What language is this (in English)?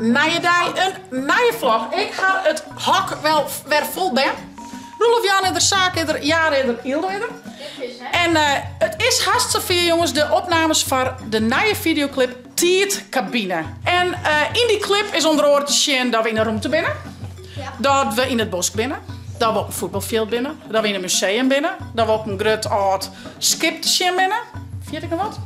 Western Frisian